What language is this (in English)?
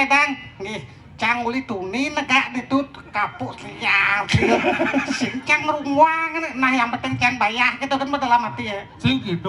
Balinese